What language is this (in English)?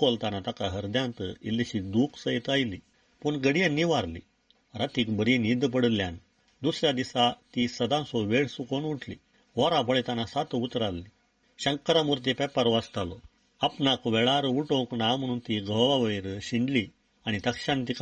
Konkani